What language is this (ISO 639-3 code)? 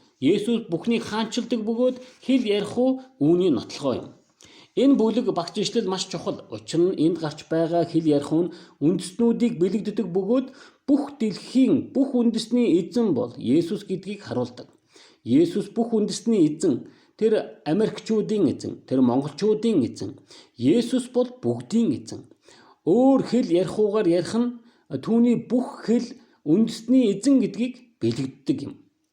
mon